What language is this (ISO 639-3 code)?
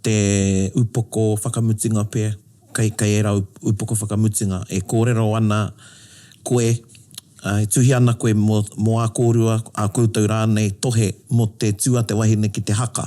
mri